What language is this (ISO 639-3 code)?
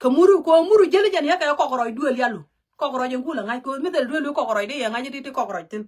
nus